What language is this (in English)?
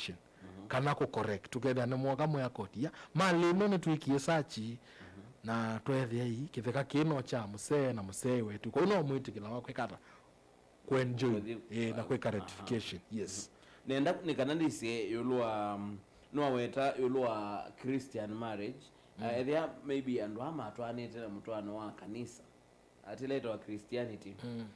Kamba